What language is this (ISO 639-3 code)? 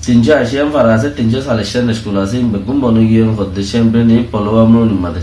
rhg